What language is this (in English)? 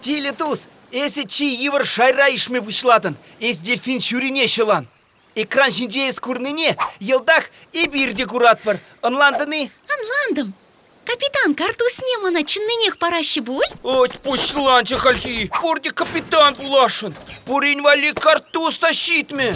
Chuvash